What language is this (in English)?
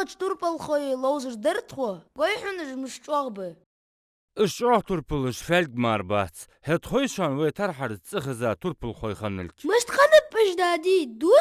Ingush